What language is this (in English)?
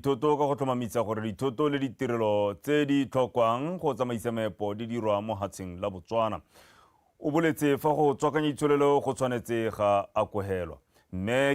Tswana